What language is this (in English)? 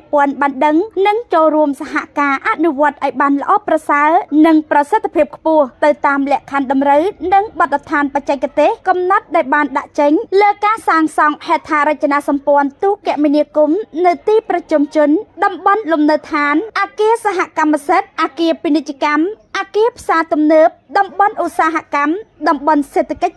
Khmer